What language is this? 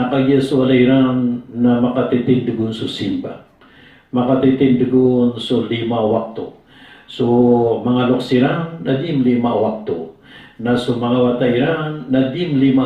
Maranao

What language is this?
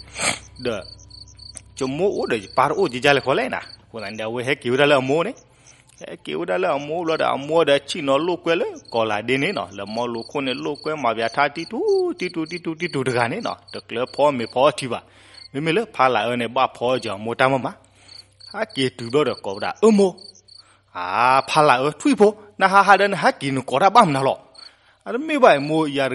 S'gaw Karen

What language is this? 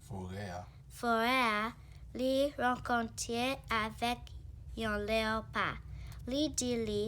Haitian Creole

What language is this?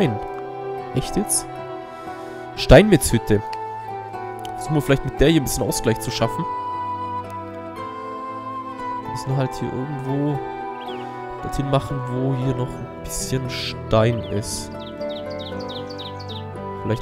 German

